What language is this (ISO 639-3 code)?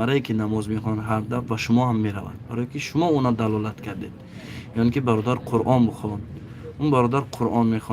tgk